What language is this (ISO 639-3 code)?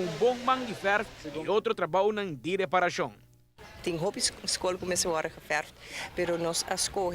pap